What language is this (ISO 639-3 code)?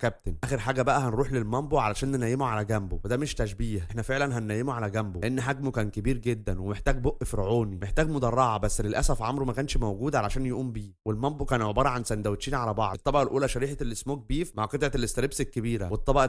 arz